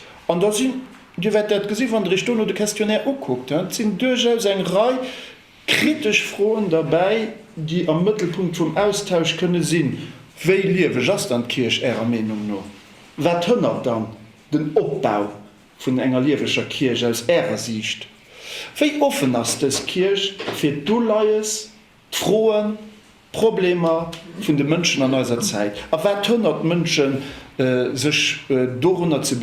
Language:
Luxembourgish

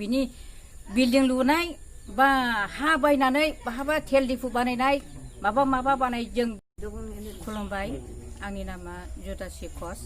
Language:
Bodo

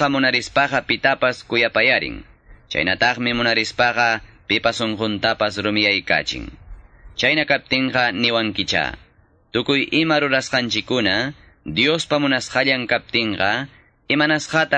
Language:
Quechua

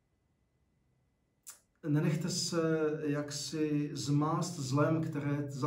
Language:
Czech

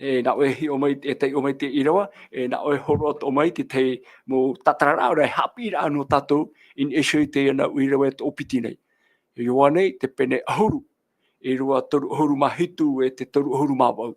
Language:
Tahitian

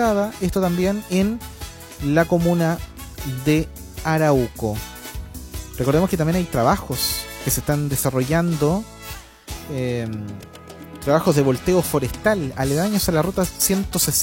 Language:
Spanish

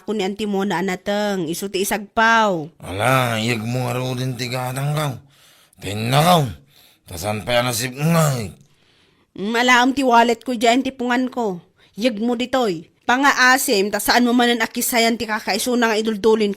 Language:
Iloko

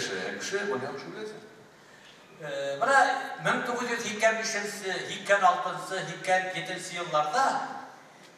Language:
Tatar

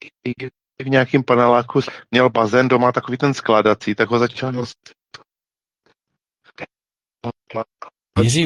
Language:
Czech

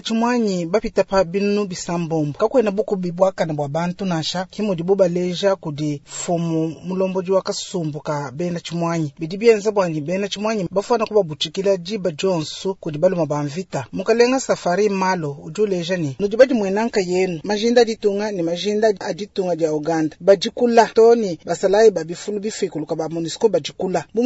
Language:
Luba-Lulua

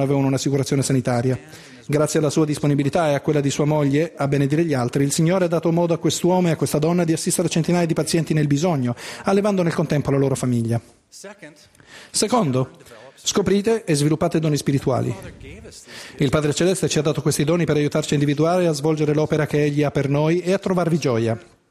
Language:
Italian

